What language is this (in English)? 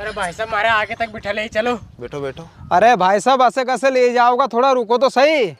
Rajasthani